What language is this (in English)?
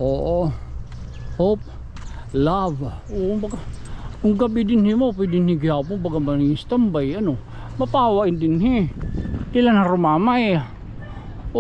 Waray